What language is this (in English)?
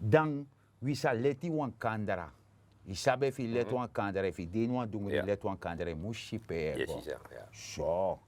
Sranan Tongo